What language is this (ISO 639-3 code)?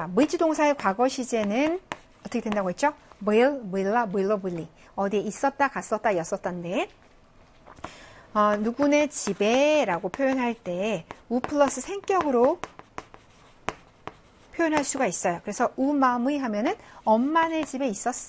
kor